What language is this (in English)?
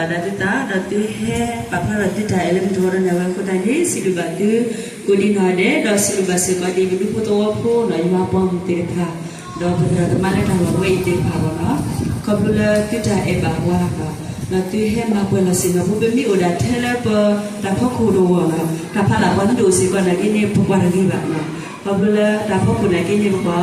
S'gaw Karen